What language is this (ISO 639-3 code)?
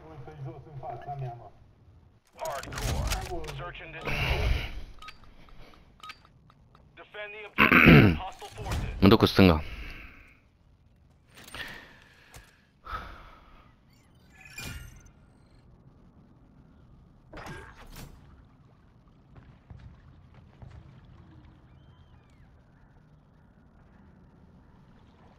ron